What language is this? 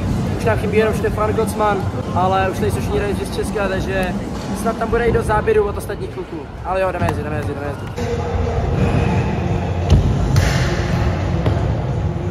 Czech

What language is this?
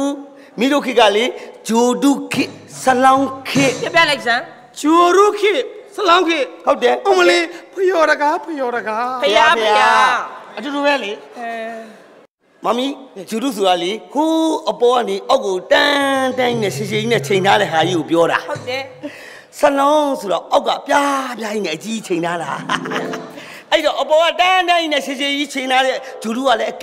Burmese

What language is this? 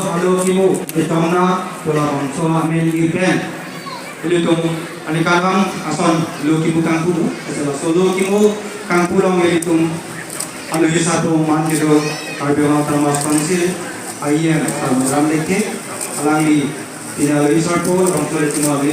Karbi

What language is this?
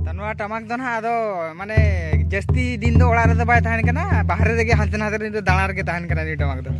Santali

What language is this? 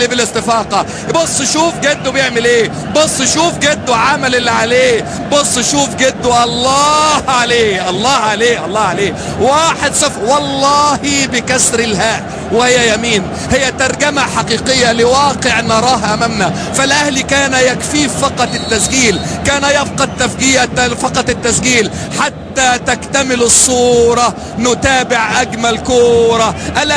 Egyptian Arabic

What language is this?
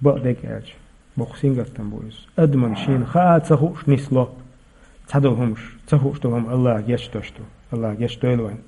Chechen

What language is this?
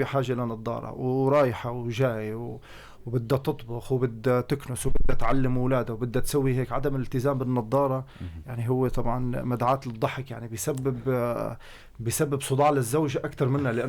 North Levantine Arabic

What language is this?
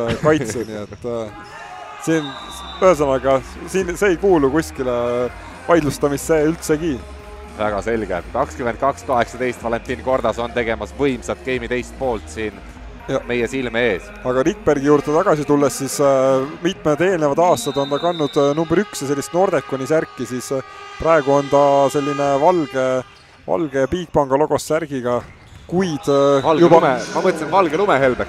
Estonian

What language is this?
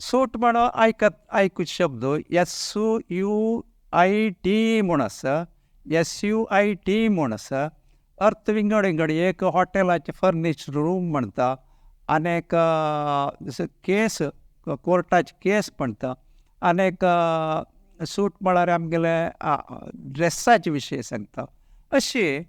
Konkani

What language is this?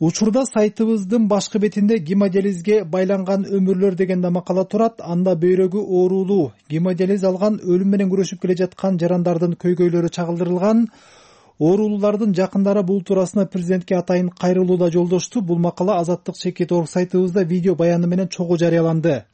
Kyrgyz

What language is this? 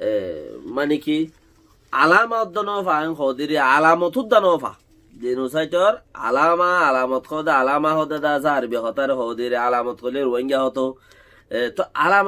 Rohingya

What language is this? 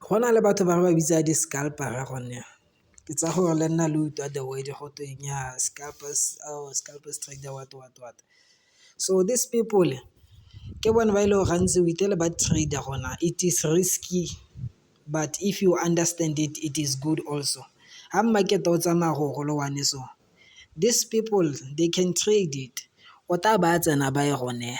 Tswana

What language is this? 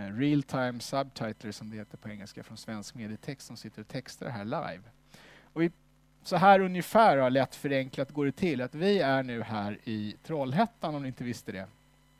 Swedish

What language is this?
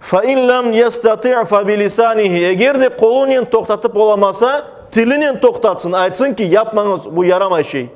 Crimean Tatar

